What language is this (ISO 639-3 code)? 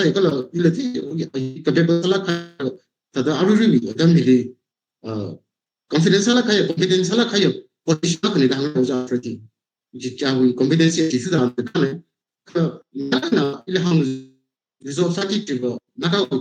nmf